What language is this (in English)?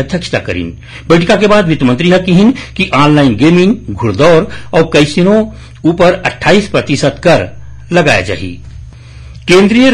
Chhattisgarhi